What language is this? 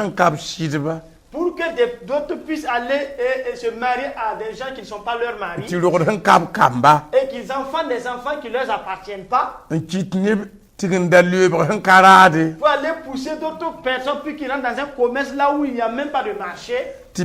Mossi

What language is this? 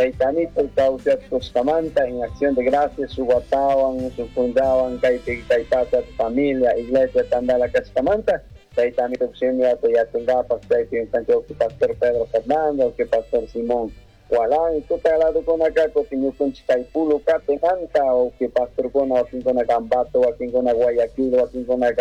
Chimborazo Highland Quichua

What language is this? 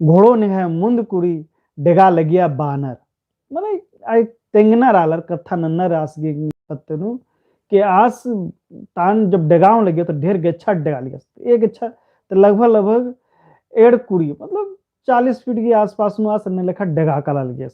Kurukh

